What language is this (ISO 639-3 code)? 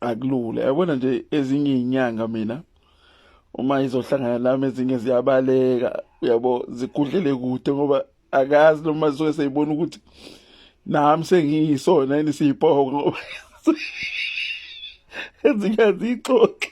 zul